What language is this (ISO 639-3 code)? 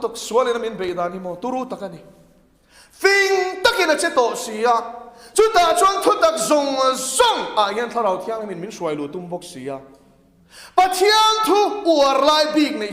lus